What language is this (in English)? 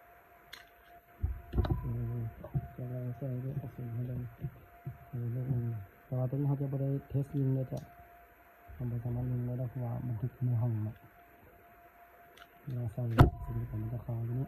Lao